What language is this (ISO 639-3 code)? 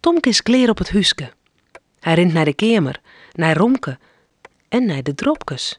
fry